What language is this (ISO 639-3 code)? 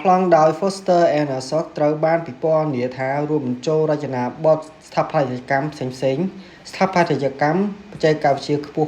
khm